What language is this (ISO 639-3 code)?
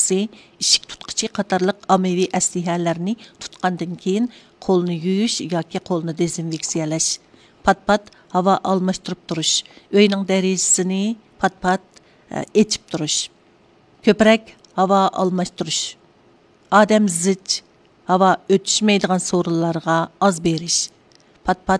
uig